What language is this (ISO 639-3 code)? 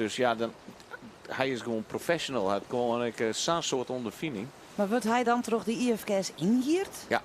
fry